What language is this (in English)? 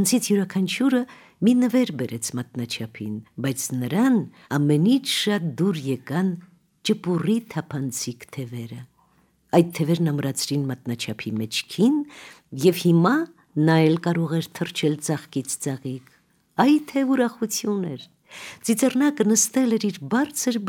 Armenian